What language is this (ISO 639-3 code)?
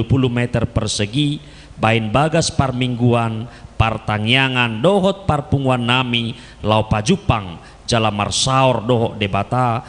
bbc